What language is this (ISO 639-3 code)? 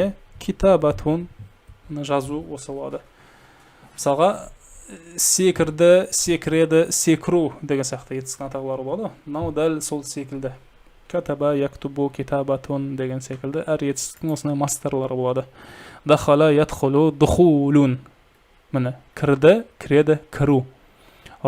kaz